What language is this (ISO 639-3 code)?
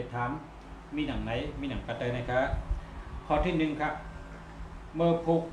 shn